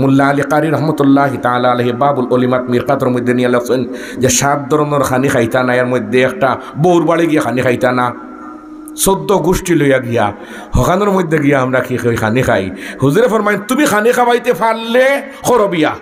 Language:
Sylheti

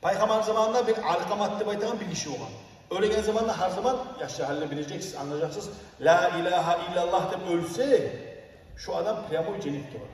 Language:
Kumyk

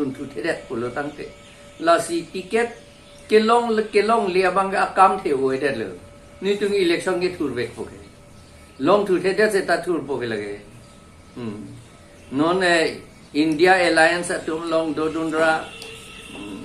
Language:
Karbi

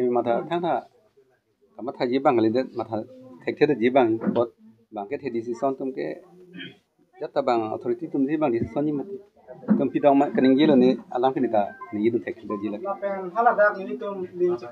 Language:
Karbi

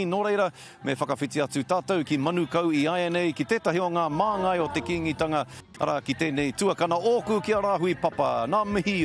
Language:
Māori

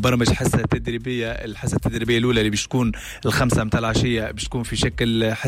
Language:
Tunisian Arabic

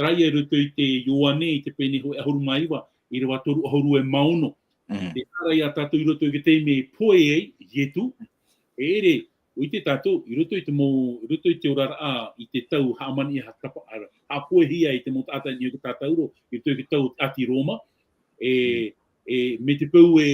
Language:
Tahitian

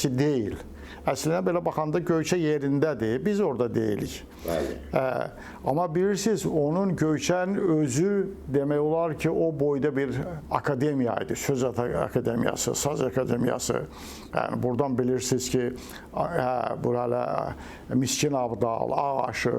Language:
Azerbaijani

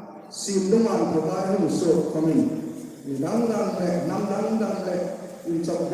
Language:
Hmar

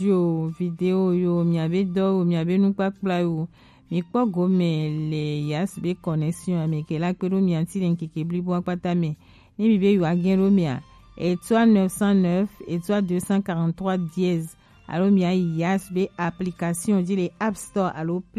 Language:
Gen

